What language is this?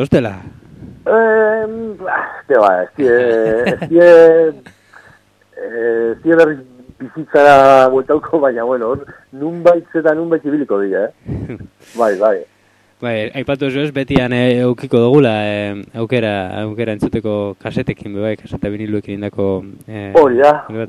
Basque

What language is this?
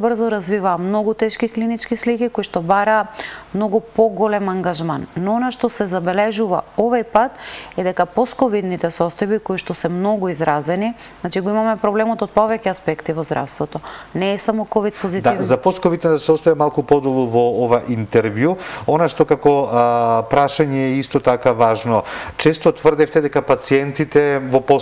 Macedonian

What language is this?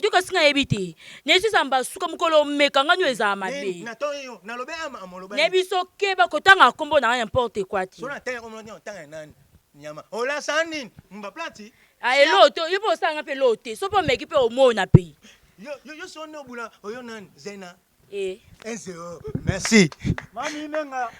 Lingala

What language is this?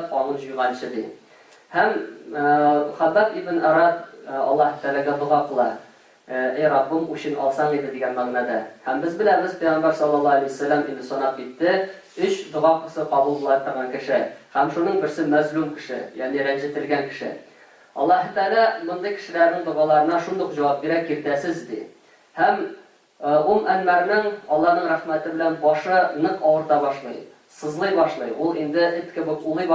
Tatar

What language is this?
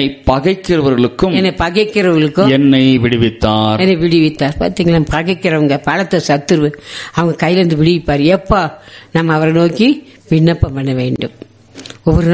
Tamil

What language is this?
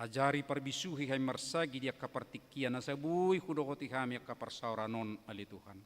Batak Toba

